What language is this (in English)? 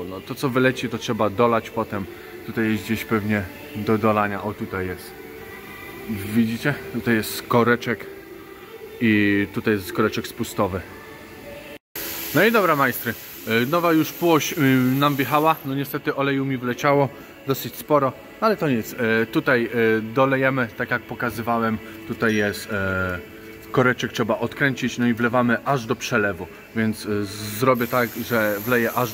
Polish